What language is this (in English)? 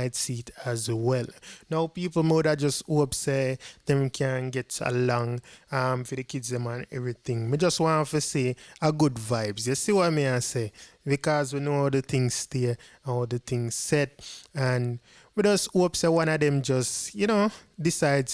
Jamaican Creole English